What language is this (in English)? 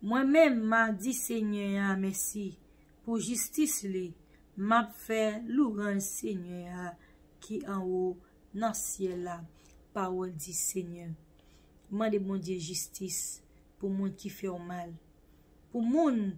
Haitian Creole